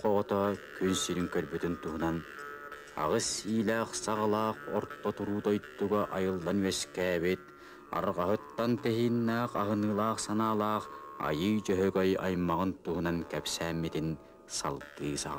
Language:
Yakut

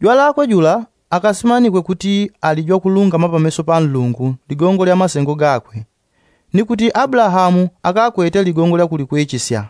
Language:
Yao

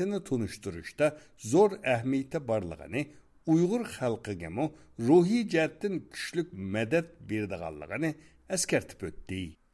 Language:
Uyghur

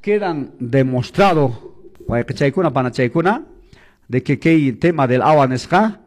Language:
Quechua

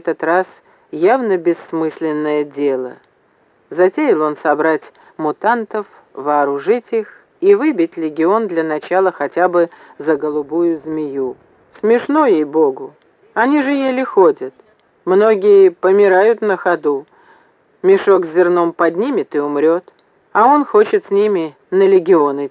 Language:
Russian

